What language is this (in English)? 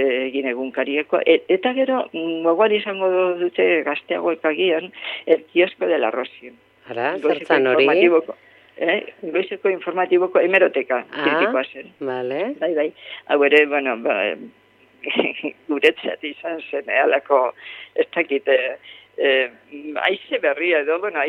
Basque